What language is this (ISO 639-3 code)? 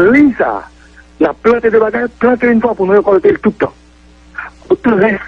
hat